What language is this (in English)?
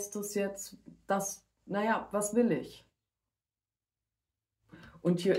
German